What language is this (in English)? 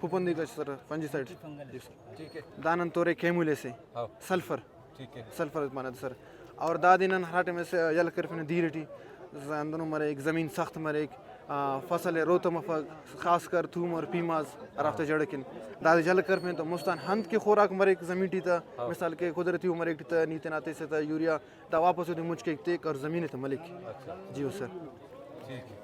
Brahui